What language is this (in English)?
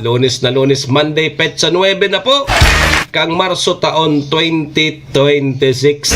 Bikol